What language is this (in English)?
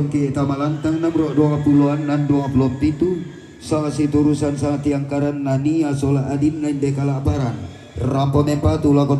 Toraja-Sa'dan